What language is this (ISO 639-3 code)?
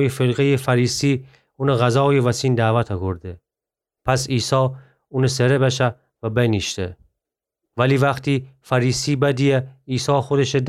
glk